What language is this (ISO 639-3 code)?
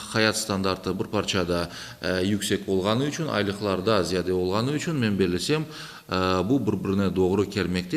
crh